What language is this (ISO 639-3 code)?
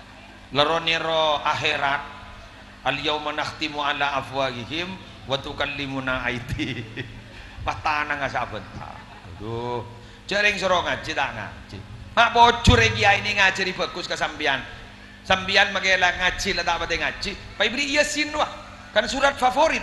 mad